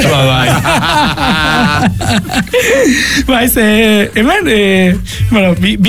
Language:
Basque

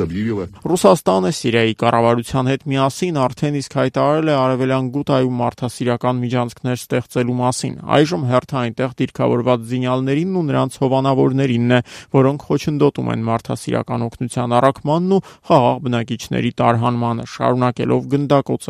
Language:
Armenian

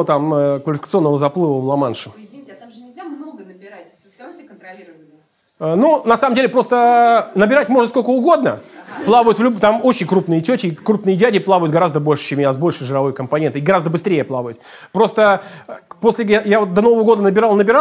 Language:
Russian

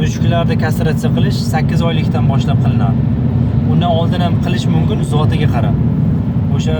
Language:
Uzbek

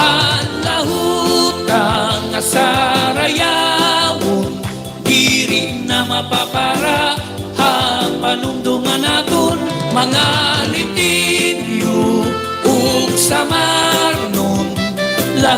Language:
Waray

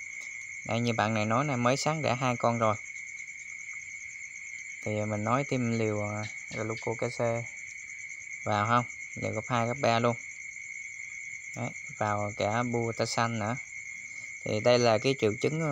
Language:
Vietnamese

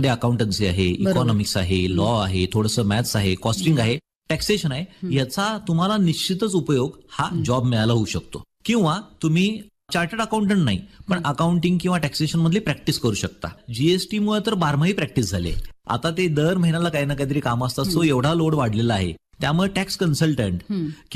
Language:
Marathi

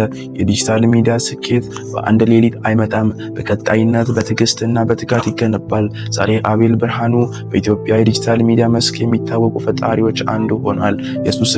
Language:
Amharic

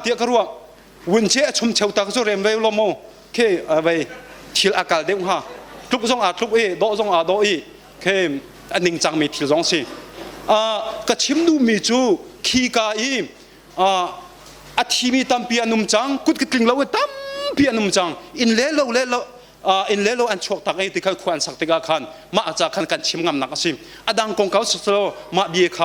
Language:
Hakha Chin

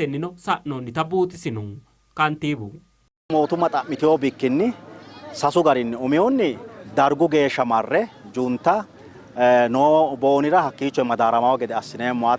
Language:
Sidamo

